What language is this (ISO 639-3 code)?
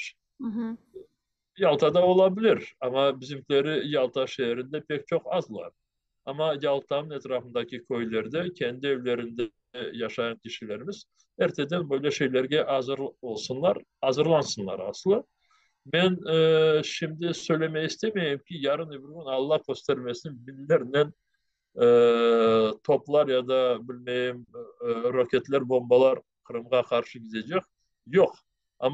crh